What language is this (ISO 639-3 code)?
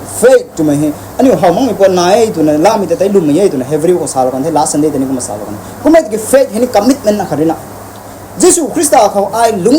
nbu